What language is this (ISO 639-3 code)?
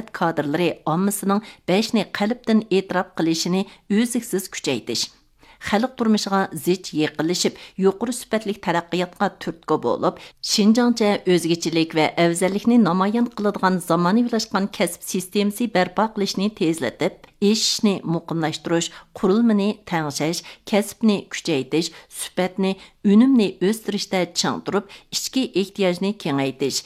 uig